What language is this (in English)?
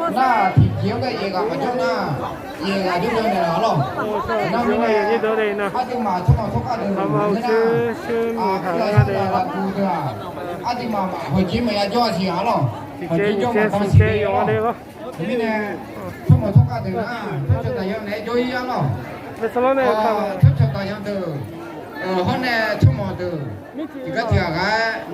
Akha